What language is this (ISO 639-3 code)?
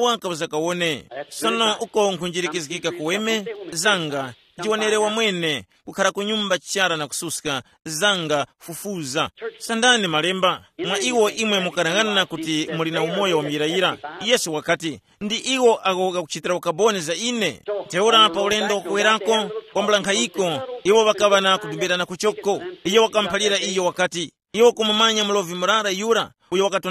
tum